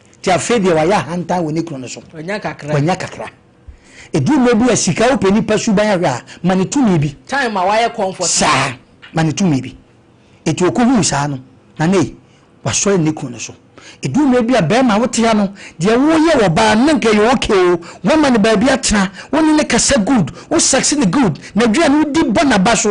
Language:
Akan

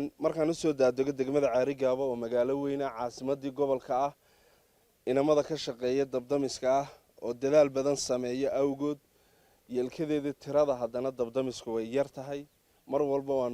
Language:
Somali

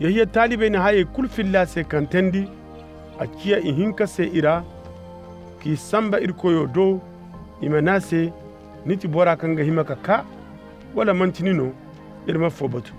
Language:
Koyraboro Senni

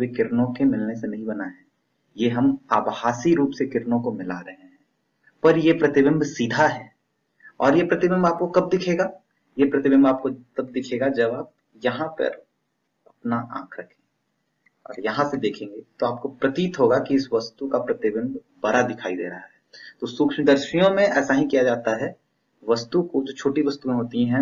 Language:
Hindi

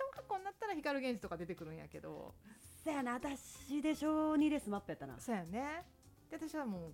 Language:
Japanese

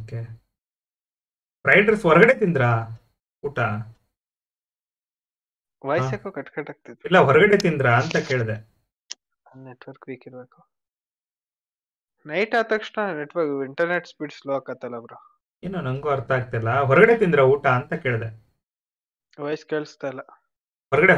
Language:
Kannada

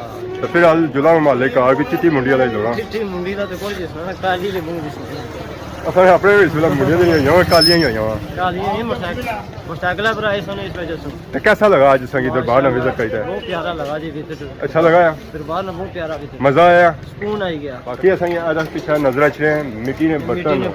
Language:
Pahari-Potwari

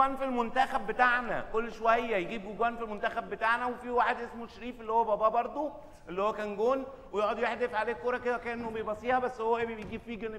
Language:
Egyptian Arabic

